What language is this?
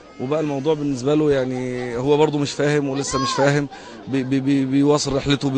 Egyptian Arabic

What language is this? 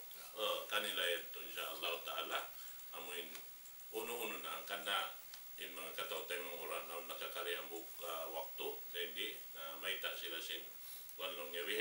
Tausug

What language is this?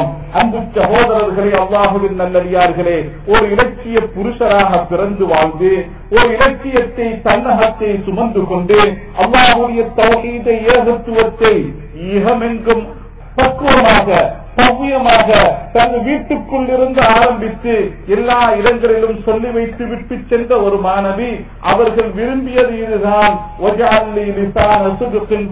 Tamil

